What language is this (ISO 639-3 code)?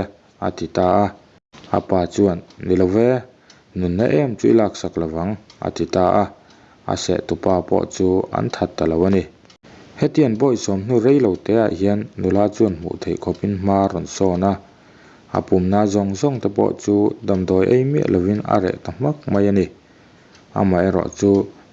lus